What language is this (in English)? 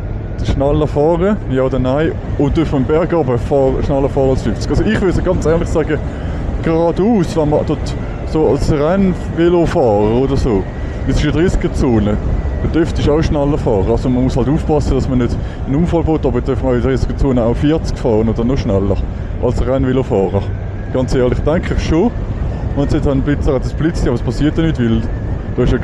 Swiss German